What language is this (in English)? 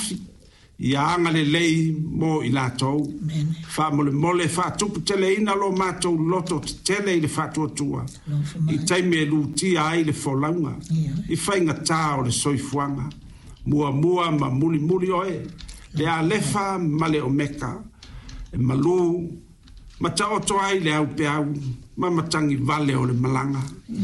Samoan